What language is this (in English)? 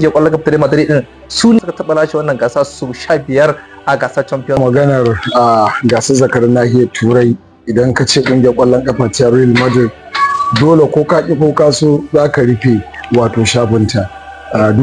Hausa